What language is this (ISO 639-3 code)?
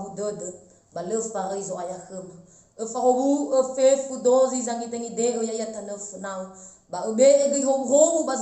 nia